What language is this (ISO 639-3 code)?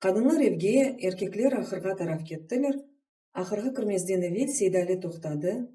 crh